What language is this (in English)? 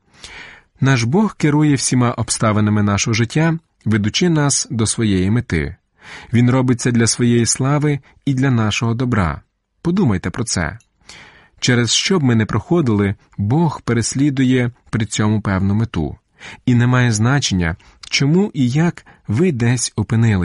Ukrainian